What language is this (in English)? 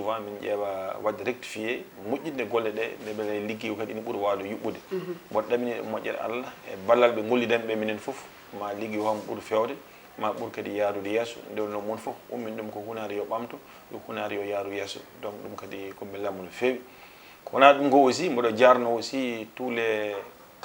Fula